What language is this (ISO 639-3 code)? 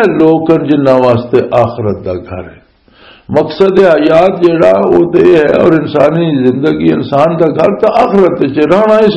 lah